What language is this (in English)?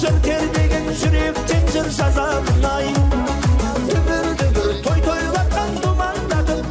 Kara-Kalpak